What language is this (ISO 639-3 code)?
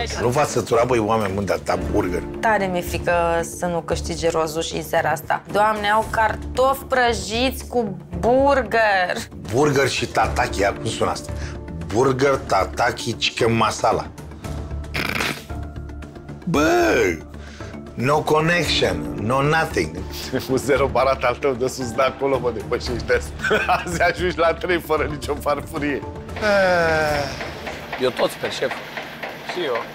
ron